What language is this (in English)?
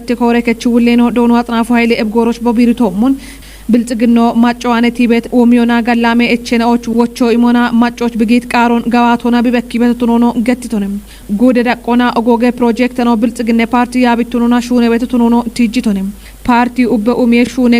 Kafa